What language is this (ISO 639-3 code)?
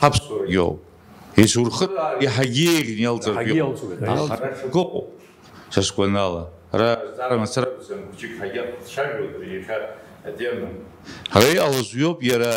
abk